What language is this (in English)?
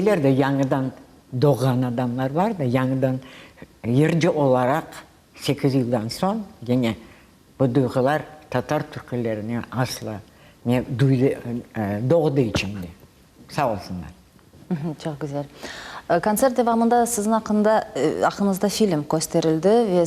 Crimean Tatar